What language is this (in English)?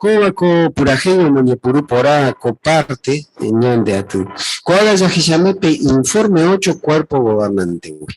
Guarani